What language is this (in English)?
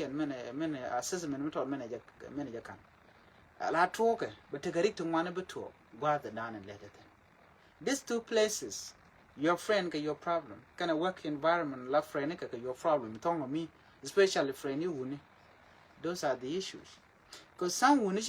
Nuer